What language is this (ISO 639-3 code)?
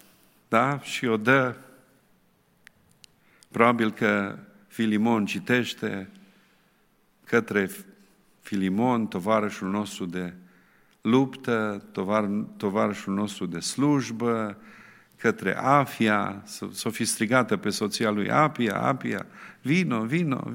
ron